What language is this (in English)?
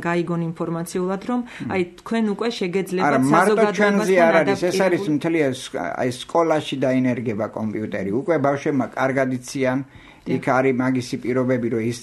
Georgian